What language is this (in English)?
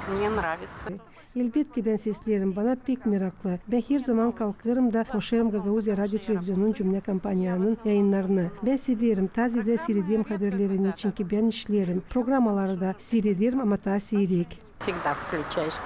Gagauz